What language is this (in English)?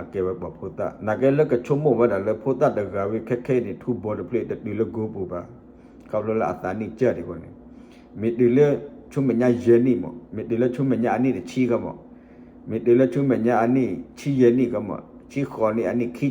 S'gaw Karen